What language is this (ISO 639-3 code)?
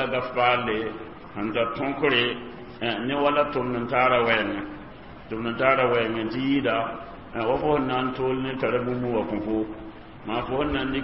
mos